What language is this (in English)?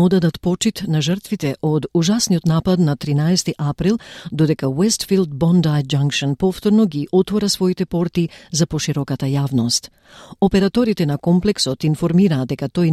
Macedonian